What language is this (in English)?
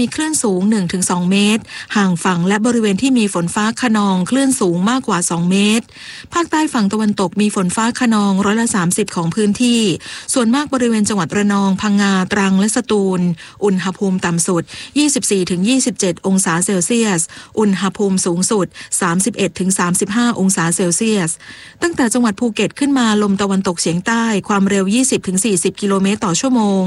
Thai